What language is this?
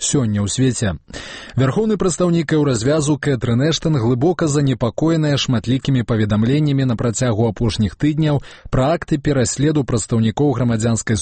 Belarusian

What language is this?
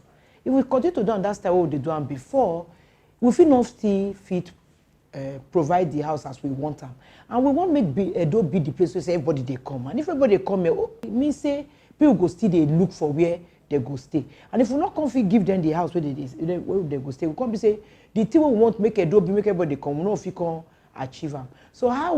Nigerian Pidgin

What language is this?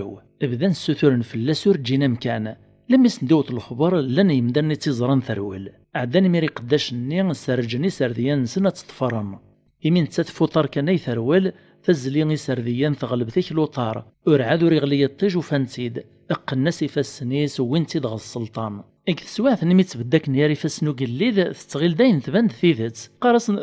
Kabyle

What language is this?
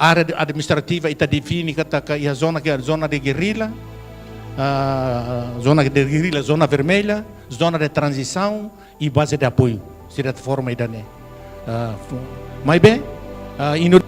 Tetum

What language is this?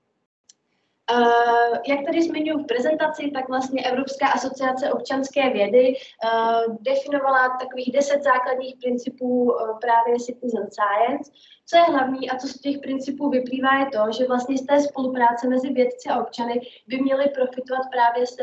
Czech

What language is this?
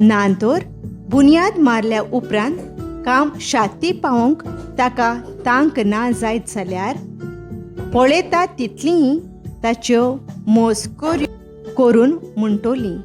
Konkani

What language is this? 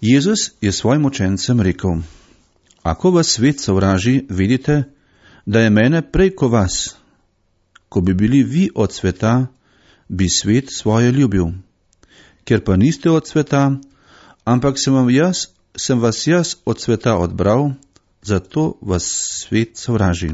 Slovenian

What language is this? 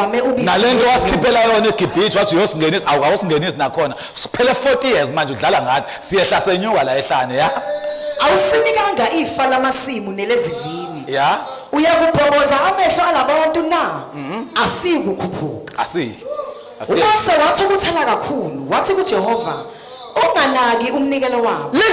Zulu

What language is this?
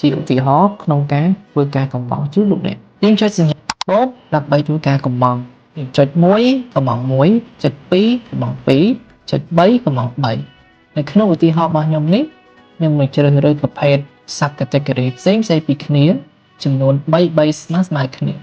Khmer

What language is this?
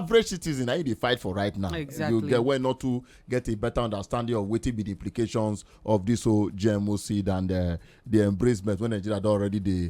Nigerian Pidgin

